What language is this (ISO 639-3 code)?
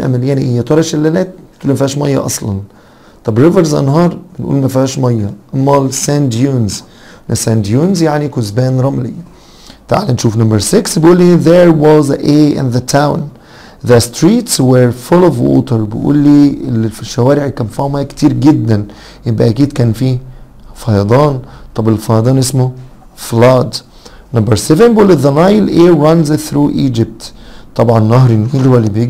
arz